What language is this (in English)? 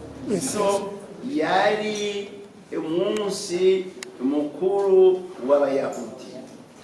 Rundi